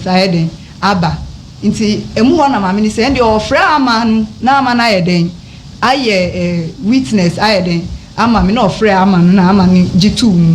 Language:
Akan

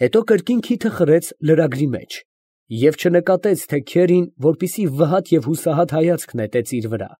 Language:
Armenian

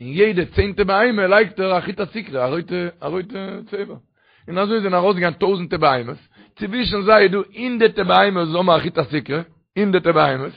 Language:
Yiddish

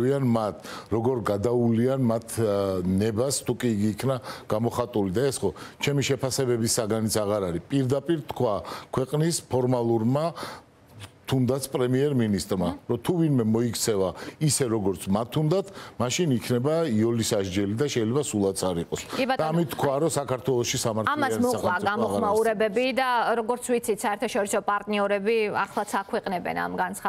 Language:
Georgian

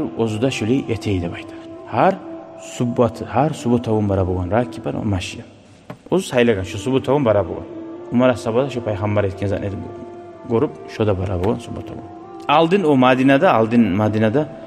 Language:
Kumyk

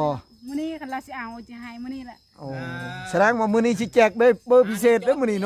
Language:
Northeastern Thai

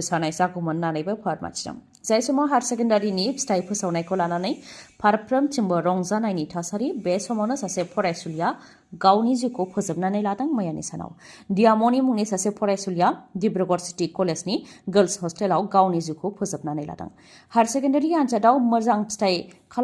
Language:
Bodo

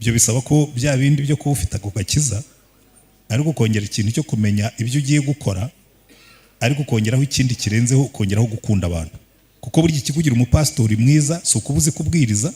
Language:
Kinyarwanda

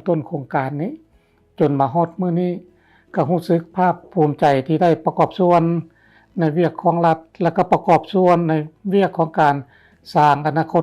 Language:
Lao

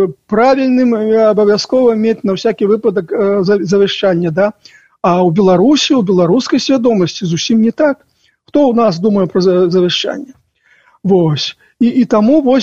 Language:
Belarusian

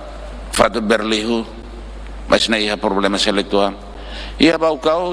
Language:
Tetum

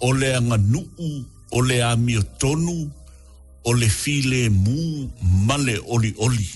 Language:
Samoan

